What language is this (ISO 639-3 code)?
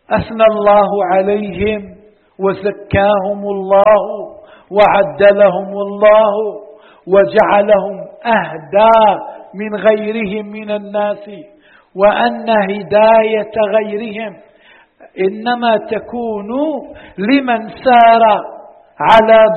ara